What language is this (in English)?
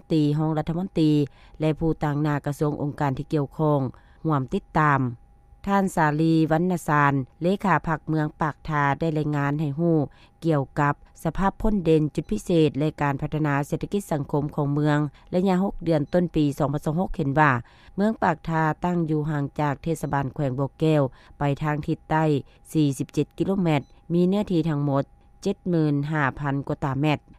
Lao